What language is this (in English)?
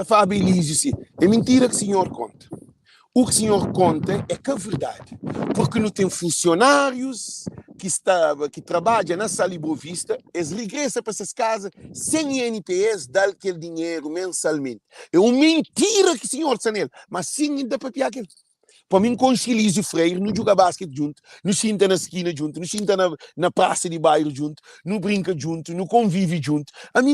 Kabuverdianu